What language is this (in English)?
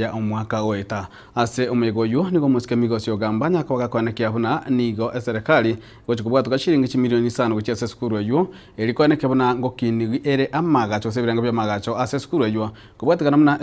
Gusii